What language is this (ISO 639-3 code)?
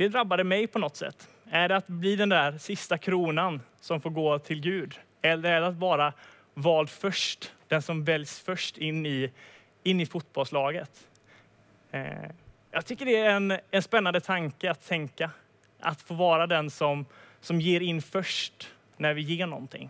swe